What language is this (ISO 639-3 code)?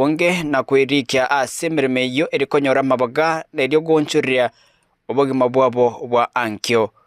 guz